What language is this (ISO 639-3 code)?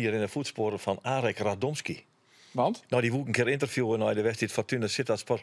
fry